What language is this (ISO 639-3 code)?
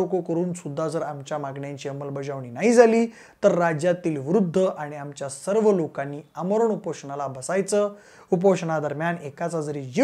mar